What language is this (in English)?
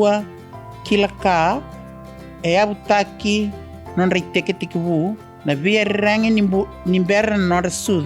Fijian